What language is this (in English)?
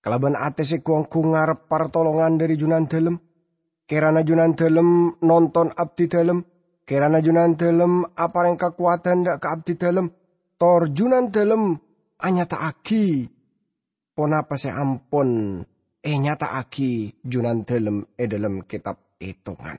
Madurese